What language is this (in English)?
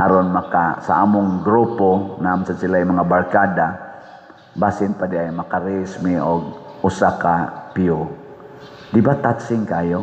Cebuano